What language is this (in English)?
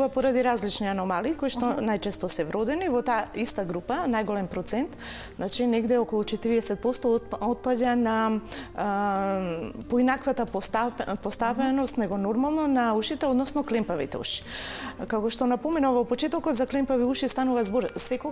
Macedonian